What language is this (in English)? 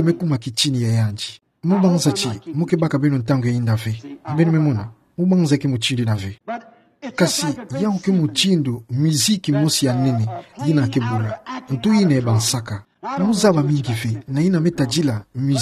Kituba (Democratic Republic of Congo)